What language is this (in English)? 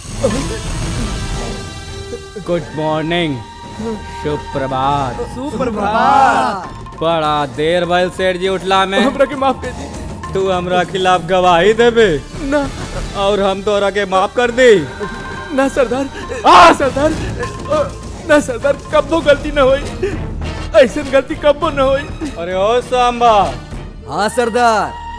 Bhojpuri